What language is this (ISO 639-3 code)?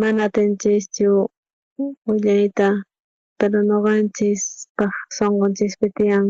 quh